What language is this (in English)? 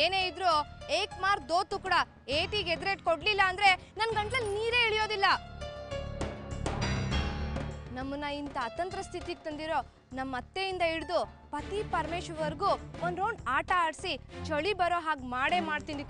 Kannada